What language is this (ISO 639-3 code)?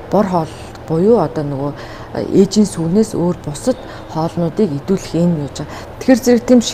mon